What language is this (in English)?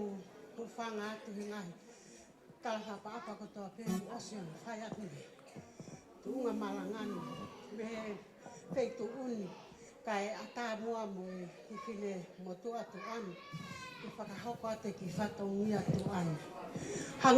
Tongan